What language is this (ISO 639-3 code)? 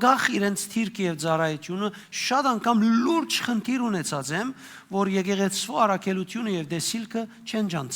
hyw